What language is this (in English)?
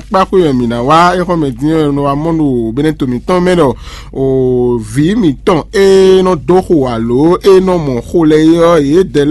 Fon